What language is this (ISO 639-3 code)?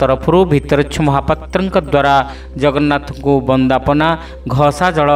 ori